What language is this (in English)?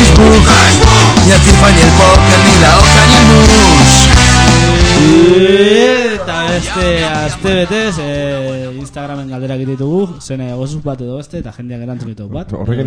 Basque